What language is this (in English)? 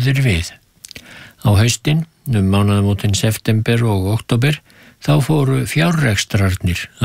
Icelandic